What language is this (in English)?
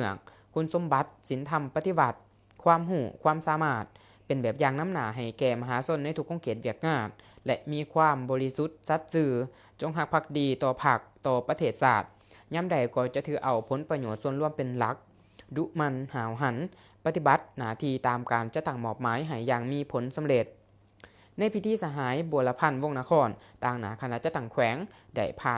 Lao